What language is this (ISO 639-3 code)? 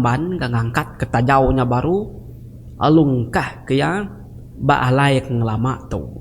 iba